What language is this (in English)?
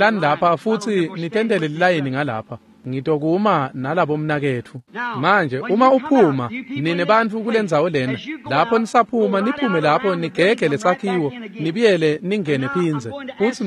Swati